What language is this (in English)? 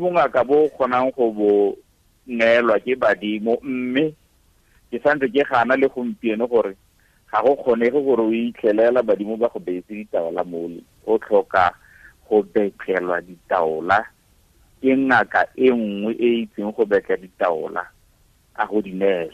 Tswana